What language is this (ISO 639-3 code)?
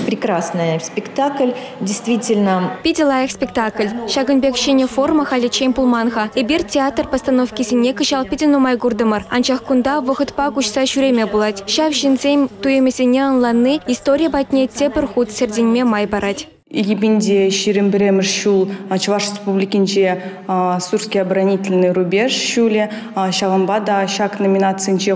chv